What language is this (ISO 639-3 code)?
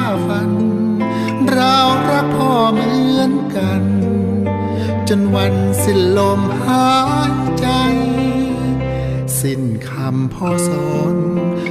tha